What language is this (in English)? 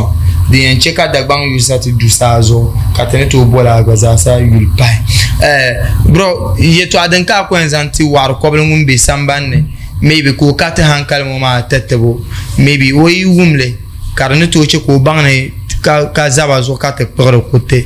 Dagbani